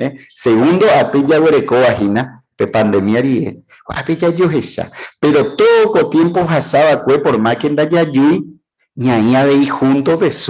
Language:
Guarani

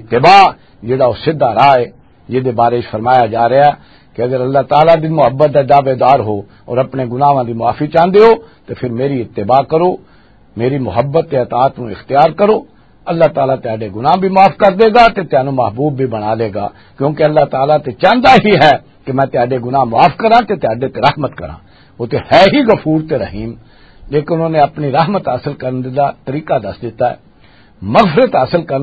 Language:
Western Panjabi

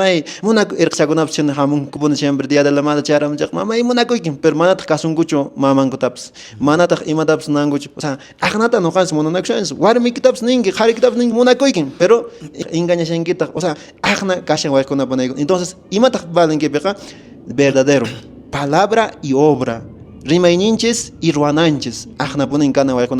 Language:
Quechua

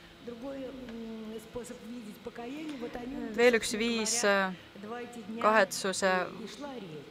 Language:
Estonian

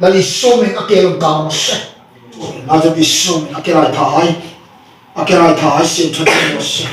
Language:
Hmar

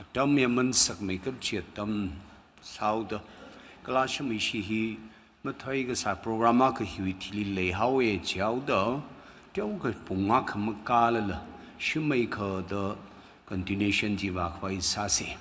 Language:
Tangkhul Naga (India)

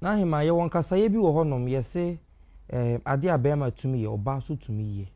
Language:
Akan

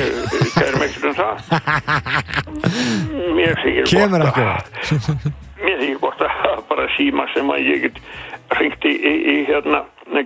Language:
Icelandic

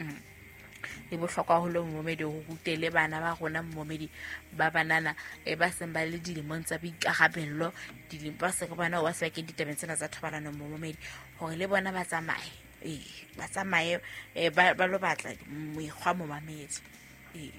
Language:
Southern Sotho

